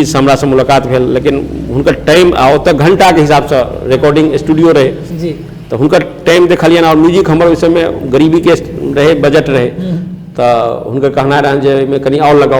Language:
Maithili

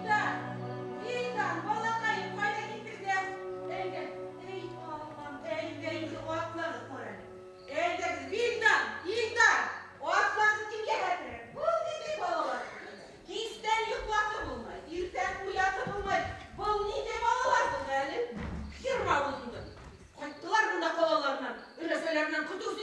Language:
Bashkir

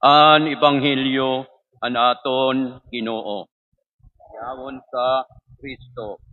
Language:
Waray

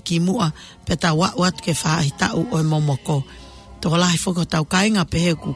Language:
Tongan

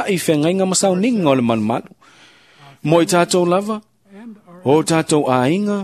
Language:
Samoan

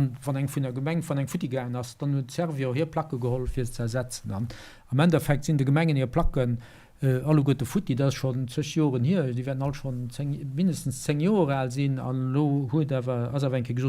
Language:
Luxembourgish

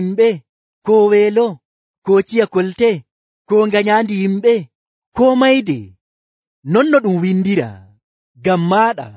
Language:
Nigerian Fulfulde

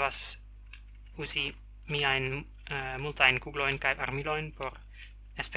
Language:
Esperanto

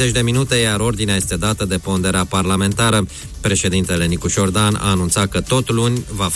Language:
Romanian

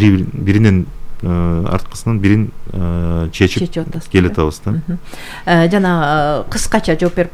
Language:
Kyrgyz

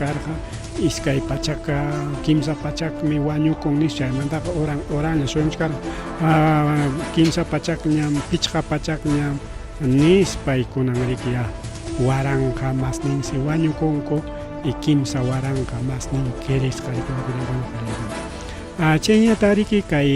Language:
Ayacucho Quechua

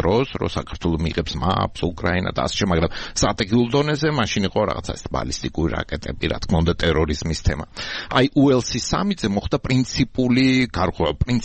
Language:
Georgian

